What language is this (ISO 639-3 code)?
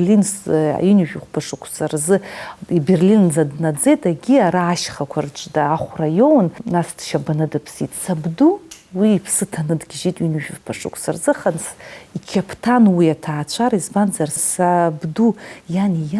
abk